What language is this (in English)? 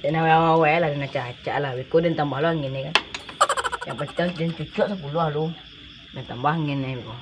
Minangkabau